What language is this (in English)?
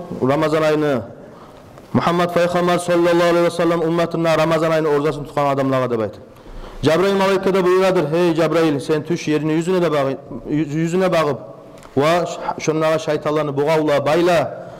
Kumyk